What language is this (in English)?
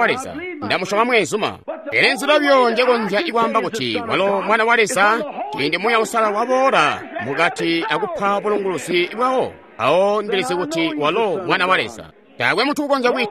Tonga (Zambia)